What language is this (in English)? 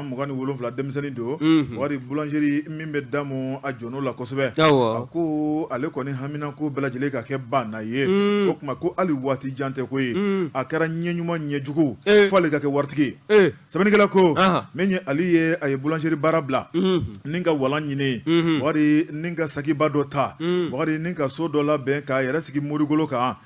Bambara